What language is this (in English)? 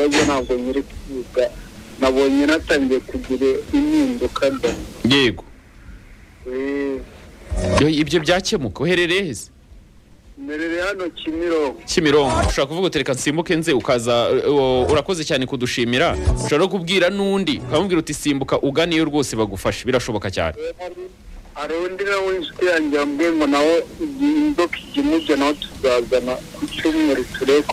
Kinyarwanda